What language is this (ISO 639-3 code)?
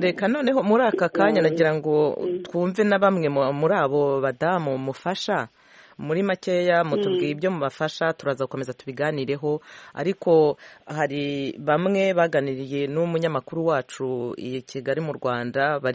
kin